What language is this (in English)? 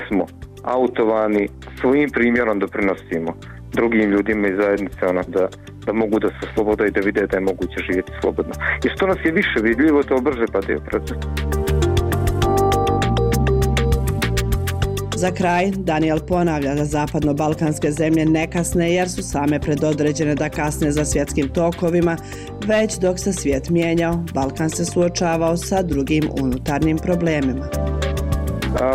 Bosnian